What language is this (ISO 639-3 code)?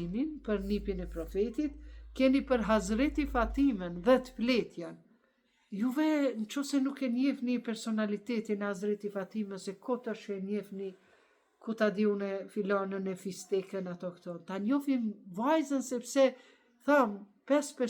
sqi